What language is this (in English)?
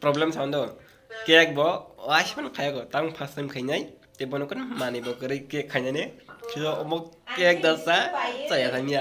Kok Borok